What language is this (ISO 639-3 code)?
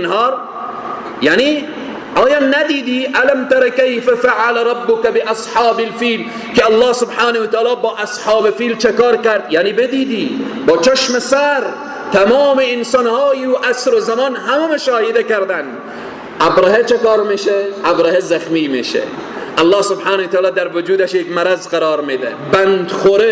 fas